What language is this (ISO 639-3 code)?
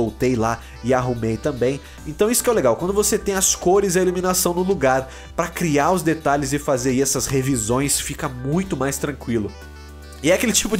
por